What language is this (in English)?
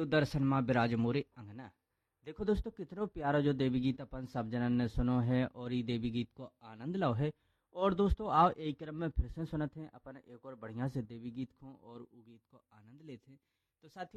Bundeli